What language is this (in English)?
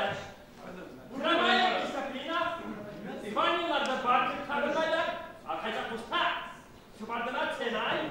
Bashkir